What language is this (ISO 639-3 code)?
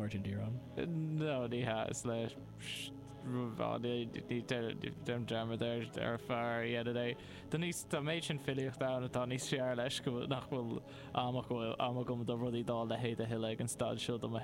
gle